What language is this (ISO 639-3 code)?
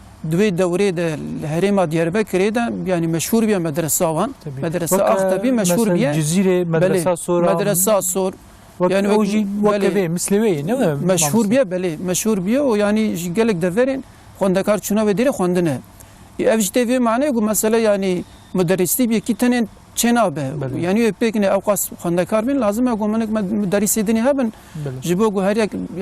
kur